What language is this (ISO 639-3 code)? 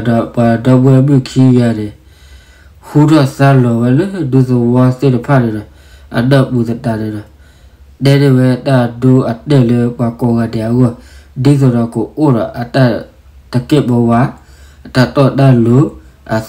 ksw